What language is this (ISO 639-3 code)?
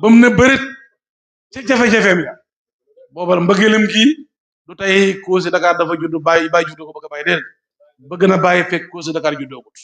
wol